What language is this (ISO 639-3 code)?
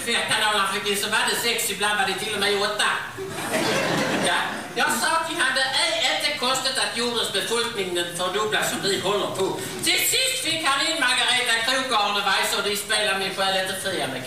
swe